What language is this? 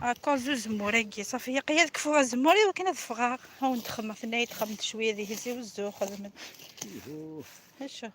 Kabyle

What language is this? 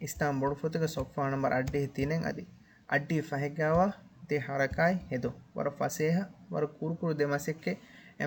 Divehi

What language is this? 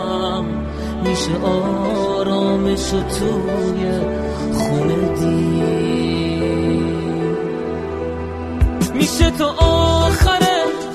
Persian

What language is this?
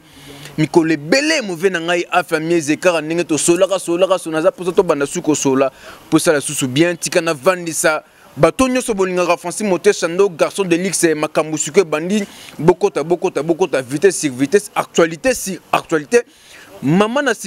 Lingala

